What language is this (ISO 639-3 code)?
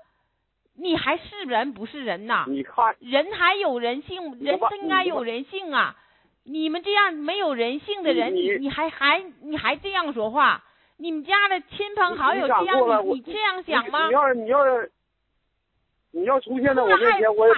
zho